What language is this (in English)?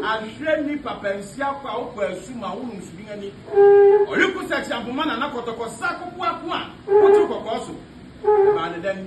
Akan